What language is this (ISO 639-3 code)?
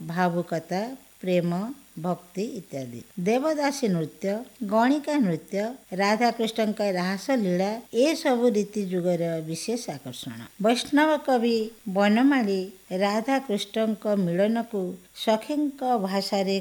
ori